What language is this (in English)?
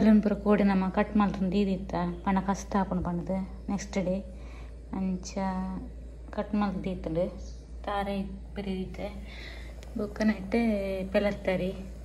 Tulu